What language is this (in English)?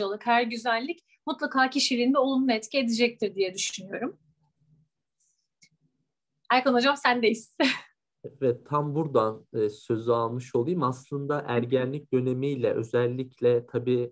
Turkish